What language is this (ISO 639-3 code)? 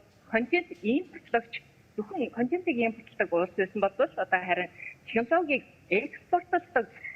mon